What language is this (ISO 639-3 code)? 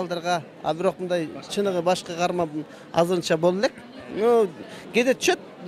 kir